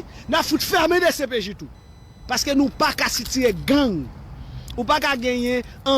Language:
Haitian Creole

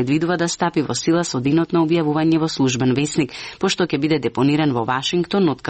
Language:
Macedonian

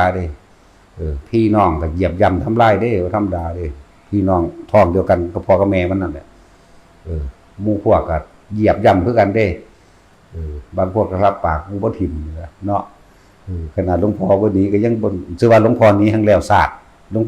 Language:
Northeastern Thai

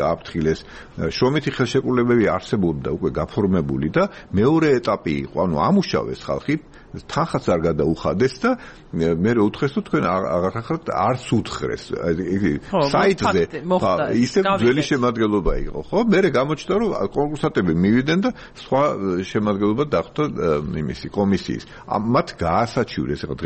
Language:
Georgian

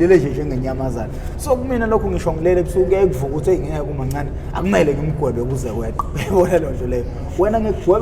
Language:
Zulu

